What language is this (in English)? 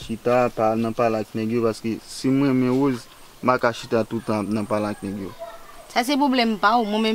Haitian Creole